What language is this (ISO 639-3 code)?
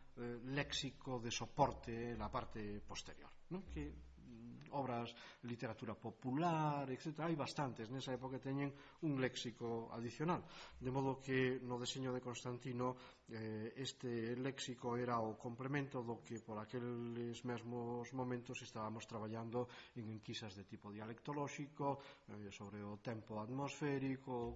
glg